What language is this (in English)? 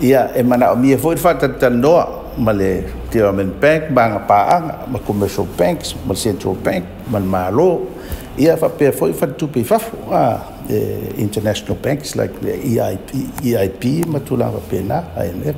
Samoan